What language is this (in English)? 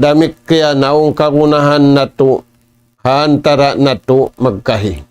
Tausug